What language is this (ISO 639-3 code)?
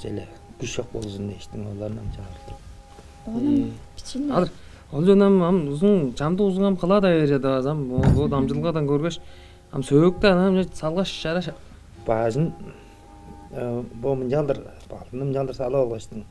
tyv